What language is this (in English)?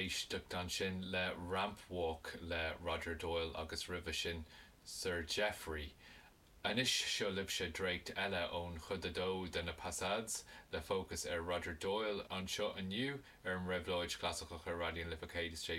Irish